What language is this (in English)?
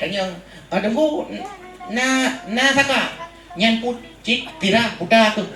Achinese